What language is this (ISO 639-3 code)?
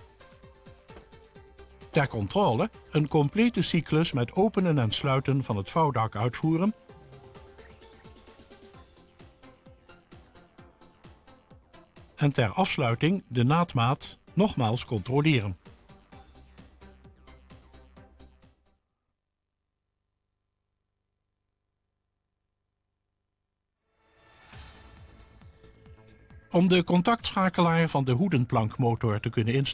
nld